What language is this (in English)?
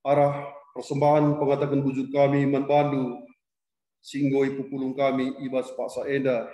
Batak Karo